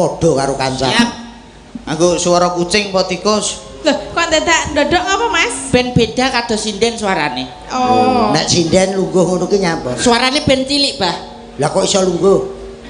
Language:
Javanese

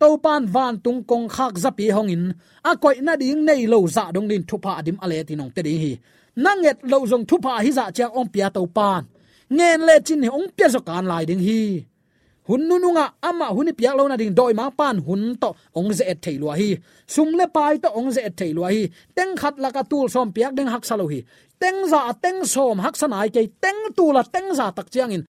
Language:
Tedim Chin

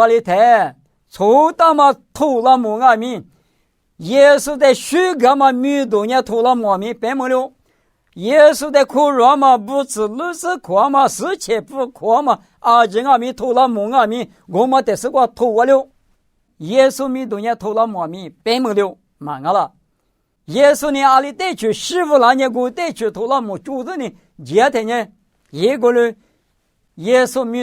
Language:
Lisu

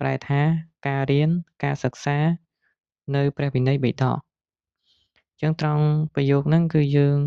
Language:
Khmer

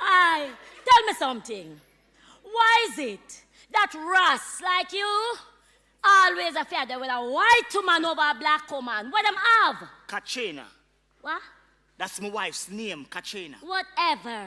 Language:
Jamaican Creole English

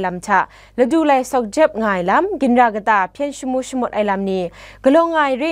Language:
Kachin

